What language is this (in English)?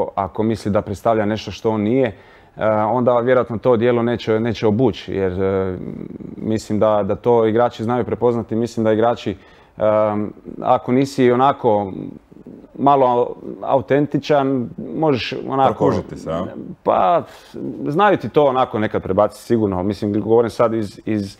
Croatian